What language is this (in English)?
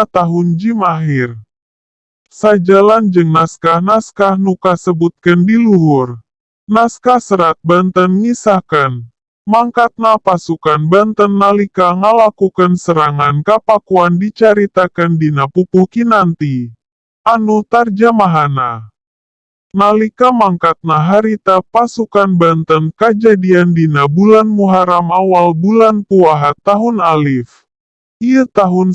Sundanese